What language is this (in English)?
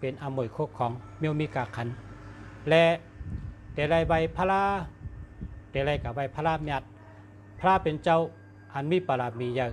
Shan